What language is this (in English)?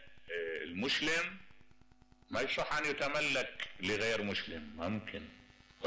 Mesopotamian Arabic